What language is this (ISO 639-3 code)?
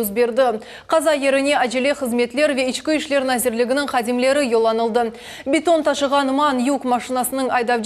crh